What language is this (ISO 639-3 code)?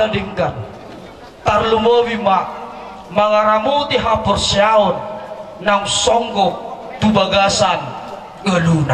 bbc